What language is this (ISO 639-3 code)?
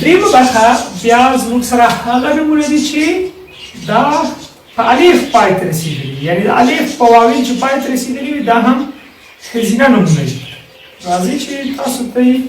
pus